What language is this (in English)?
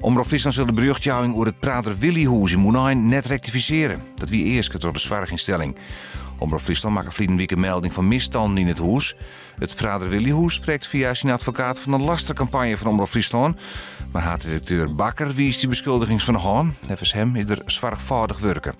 Western Frisian